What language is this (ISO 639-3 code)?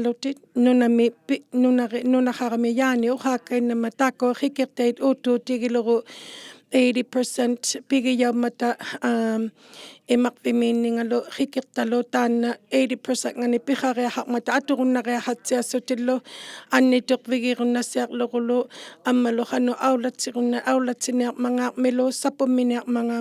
iku